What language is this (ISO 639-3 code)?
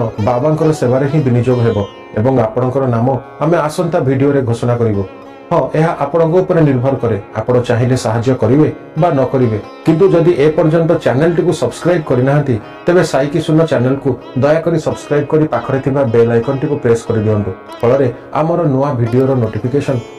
ori